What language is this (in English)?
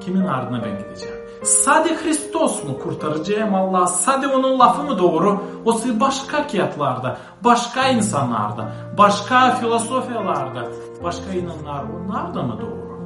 Gagauz